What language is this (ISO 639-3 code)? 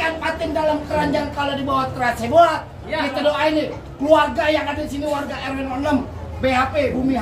bew